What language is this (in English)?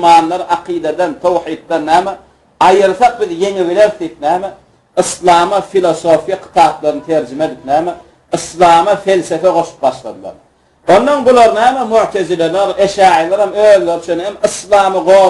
Turkmen